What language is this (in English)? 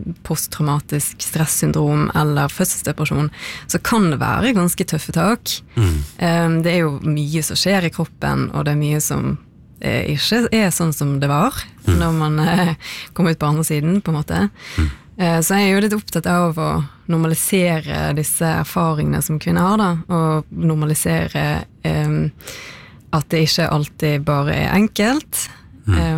Norwegian